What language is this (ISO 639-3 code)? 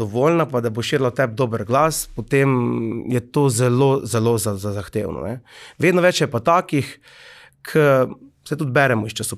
slv